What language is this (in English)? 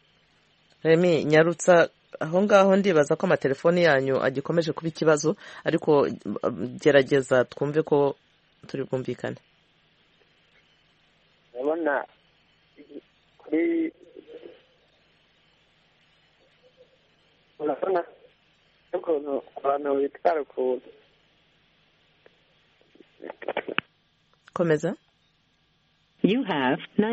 Kinyarwanda